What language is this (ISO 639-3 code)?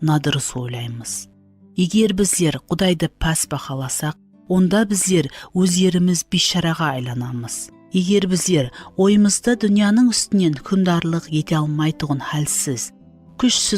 kaa